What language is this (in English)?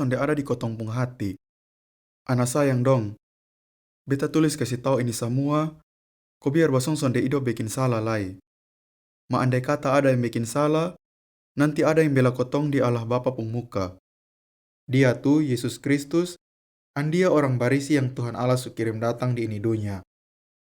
Kupang Malay